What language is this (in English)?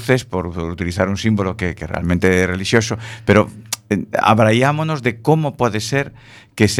Galician